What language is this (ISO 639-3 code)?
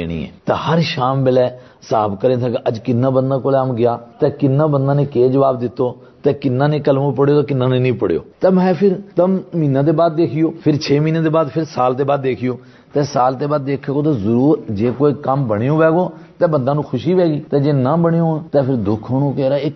gju